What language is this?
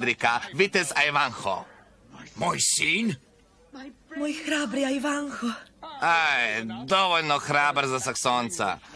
Serbian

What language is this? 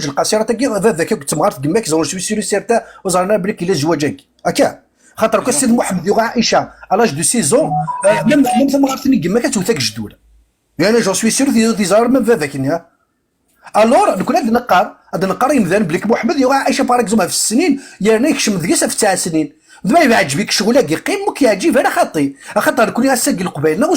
Kabyle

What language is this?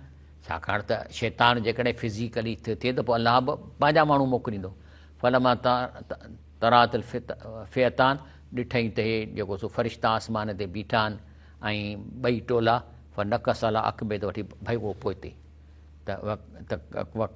Sindhi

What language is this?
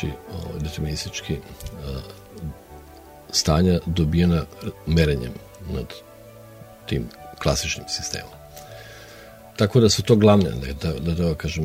Serbian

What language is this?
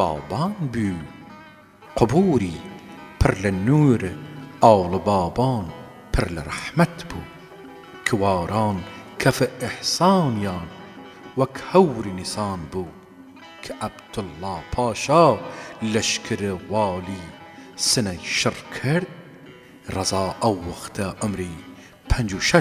Southern Kurdish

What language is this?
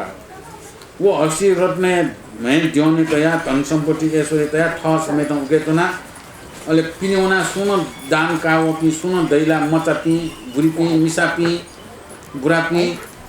Newari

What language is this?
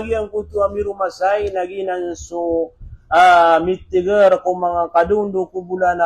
Maranao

